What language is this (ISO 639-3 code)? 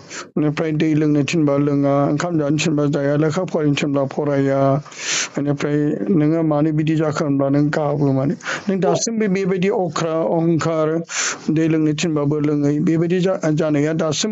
brx